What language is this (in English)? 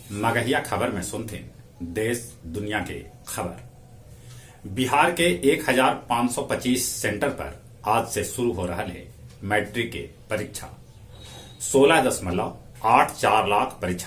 Magahi